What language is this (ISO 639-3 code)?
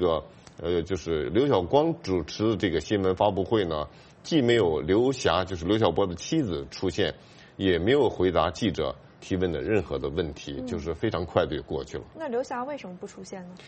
zho